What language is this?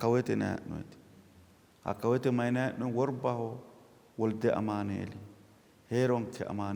Sidamo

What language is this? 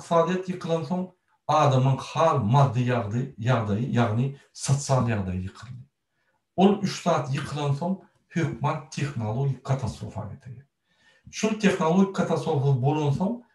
Turkmen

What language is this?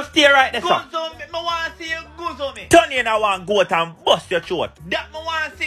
Jamaican Creole English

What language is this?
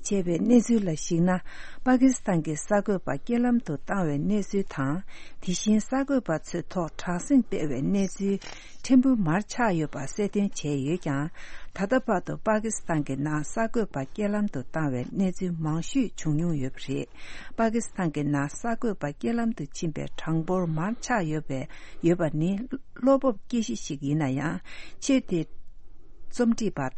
Tibetan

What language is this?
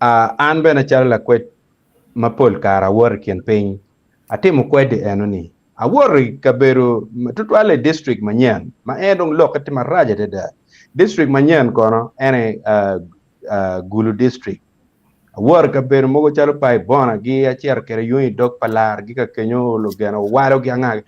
Acoli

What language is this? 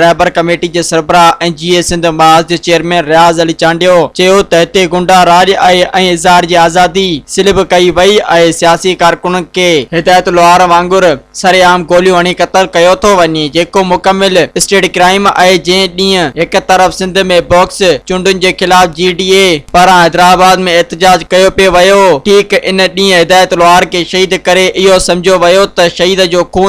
Sindhi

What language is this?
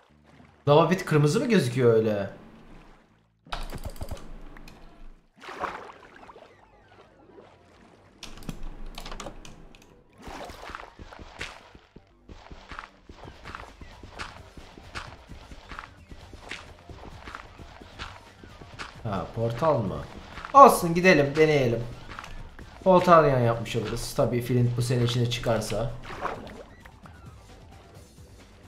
Turkish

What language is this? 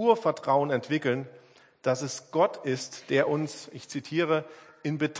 German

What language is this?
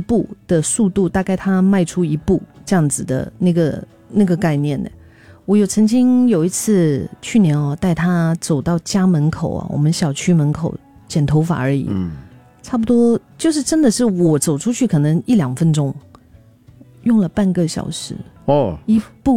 Chinese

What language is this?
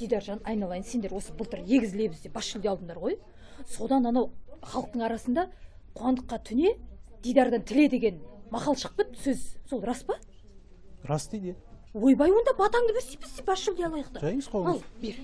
Kazakh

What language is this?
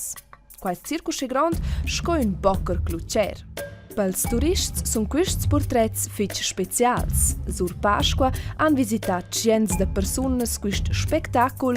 Romansh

